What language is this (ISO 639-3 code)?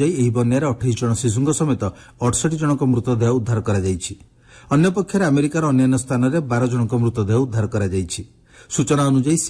ori